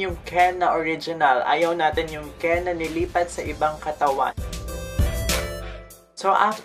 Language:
Filipino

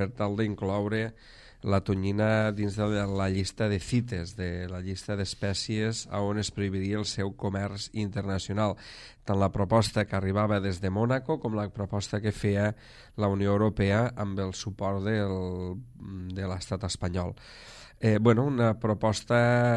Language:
Catalan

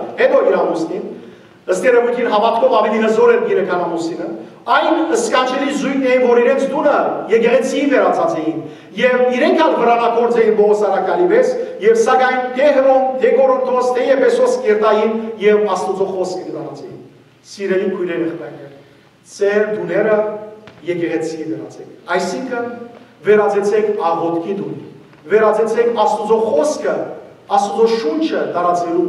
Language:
Western Armenian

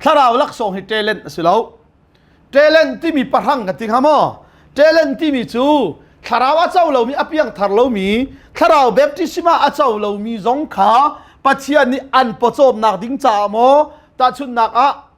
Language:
Hakha Chin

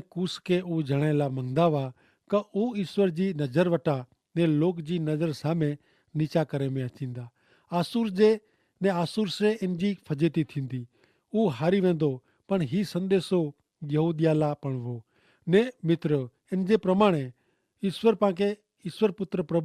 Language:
Kachhi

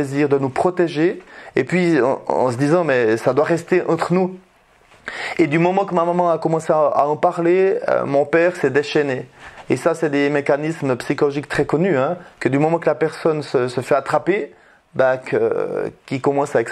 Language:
French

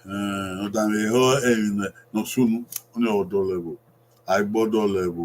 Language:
Bini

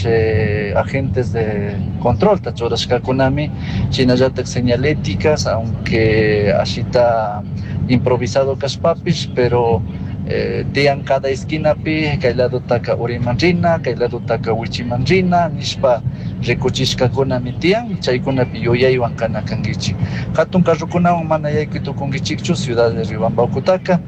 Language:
Chimborazo Highland Quichua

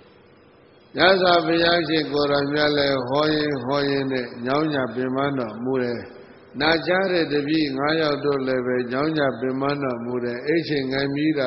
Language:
Burmese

